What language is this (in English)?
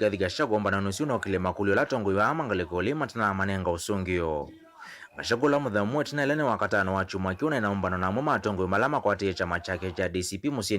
Kamba